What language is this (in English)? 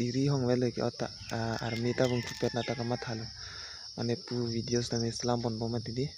Karbi